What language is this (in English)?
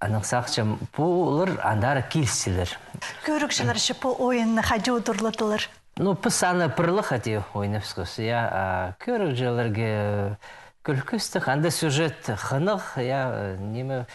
Khakas